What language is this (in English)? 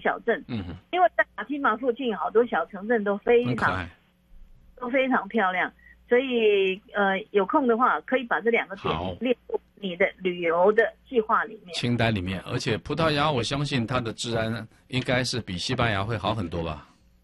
Chinese